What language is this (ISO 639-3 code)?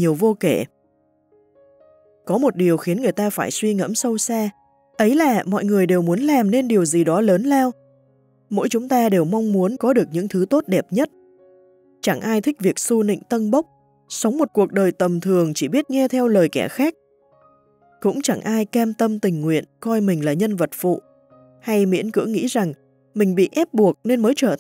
vie